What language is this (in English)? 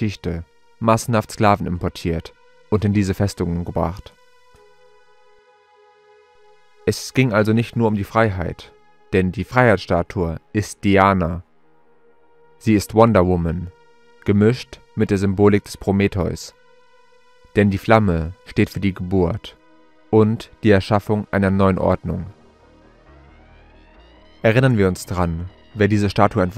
German